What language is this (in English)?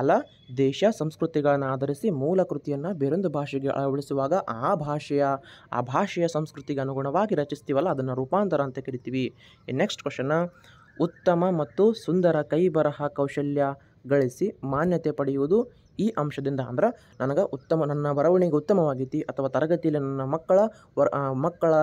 Kannada